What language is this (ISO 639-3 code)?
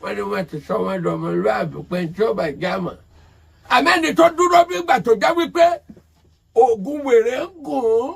yor